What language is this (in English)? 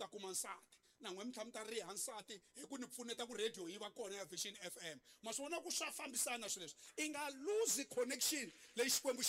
Tsonga